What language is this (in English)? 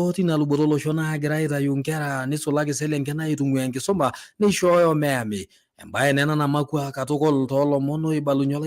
Masai